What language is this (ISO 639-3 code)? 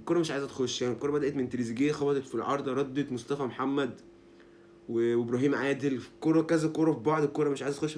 arz